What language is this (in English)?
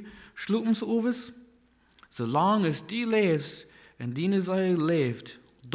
Plautdietsch